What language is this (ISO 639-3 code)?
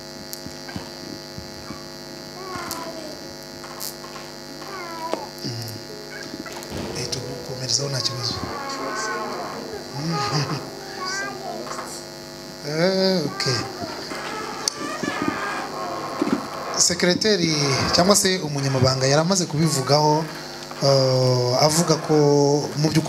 kin